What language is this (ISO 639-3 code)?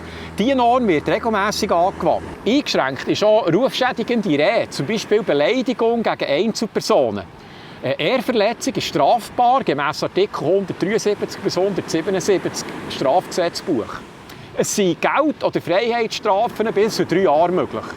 gsw